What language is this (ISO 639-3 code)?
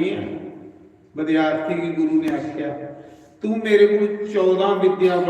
doi